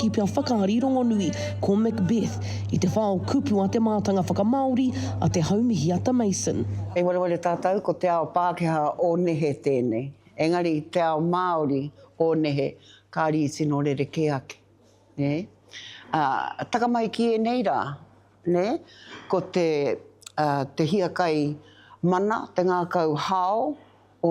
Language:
Māori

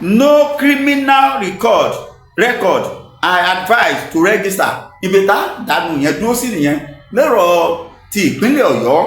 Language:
Yoruba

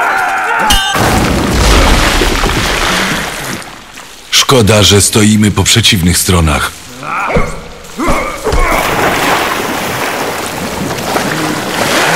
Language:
Polish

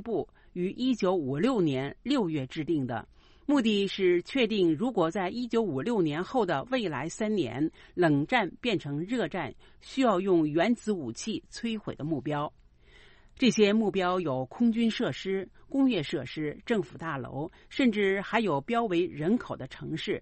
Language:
Chinese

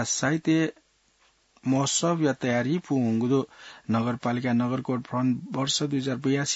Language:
Newari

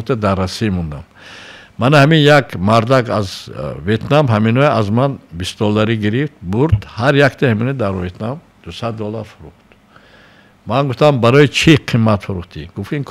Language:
Tajik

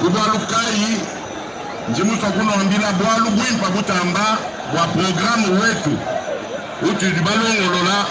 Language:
Luba-Lulua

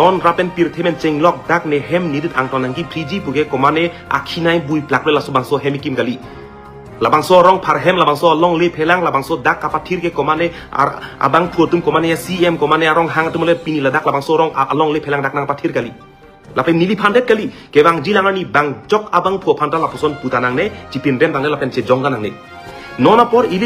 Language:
Karbi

